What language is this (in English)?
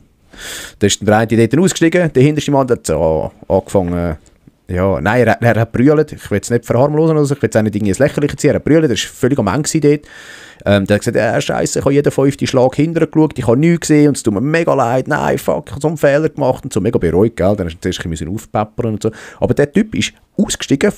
Swiss German